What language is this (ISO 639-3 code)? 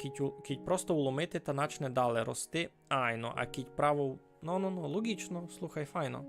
rue